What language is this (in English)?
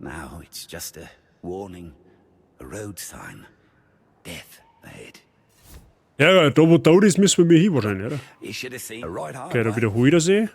Bavarian